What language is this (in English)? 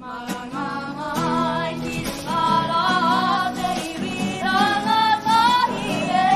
Māori